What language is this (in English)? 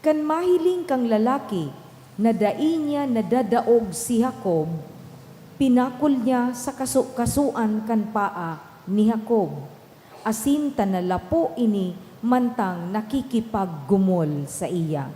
Bikol